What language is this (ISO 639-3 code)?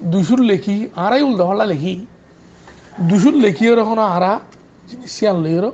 rhg